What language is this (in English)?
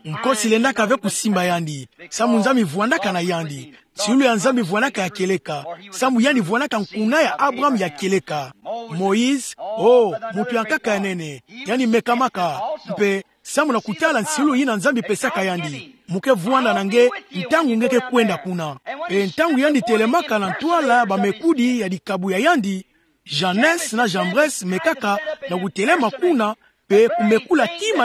Kituba (Democratic Republic of Congo)